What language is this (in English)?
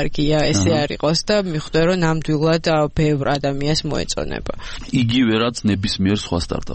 Georgian